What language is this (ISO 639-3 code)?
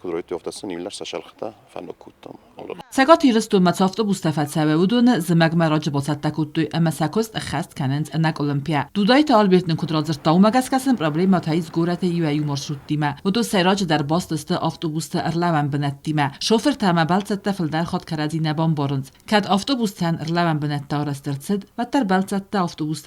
oss